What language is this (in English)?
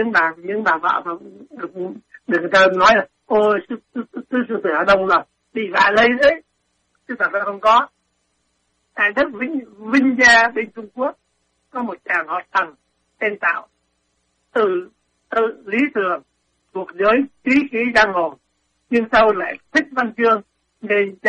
Vietnamese